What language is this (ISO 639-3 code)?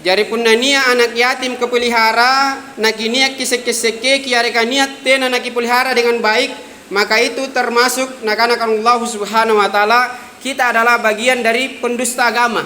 mak